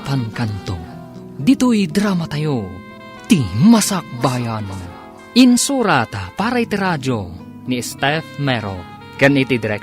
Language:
Iloko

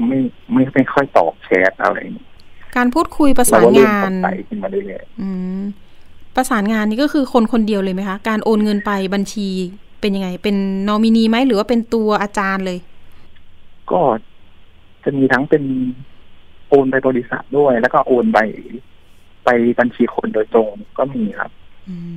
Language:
Thai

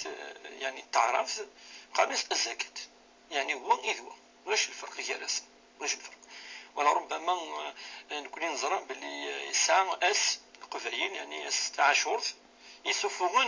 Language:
Kabyle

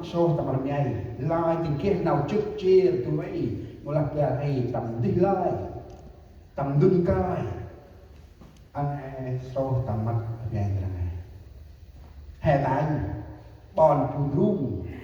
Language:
Central Mnong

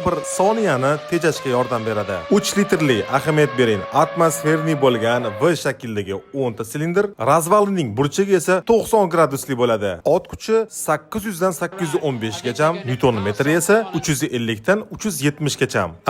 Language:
Uzbek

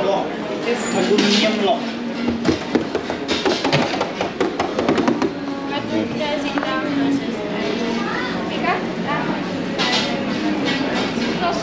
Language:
Finnish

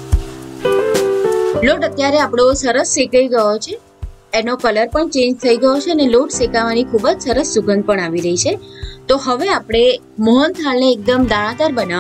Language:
Gujarati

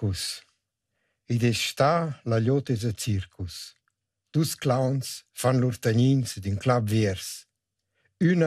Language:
Romansh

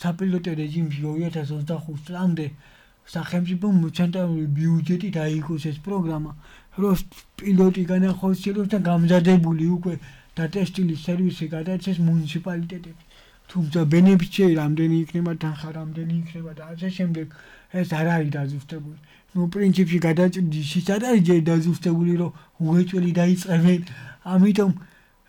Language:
Georgian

